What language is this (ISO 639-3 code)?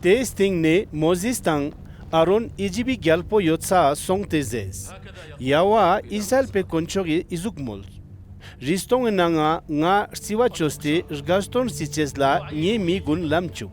lbj